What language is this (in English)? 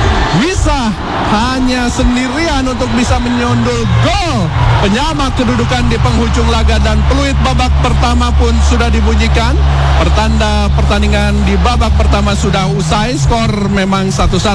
Indonesian